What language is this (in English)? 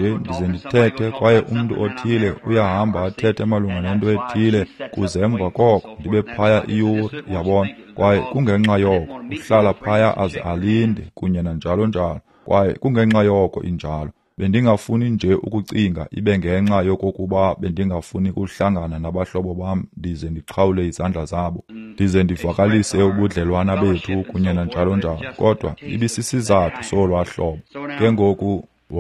Xhosa